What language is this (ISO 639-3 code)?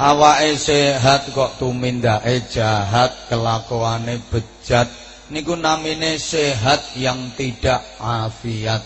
jav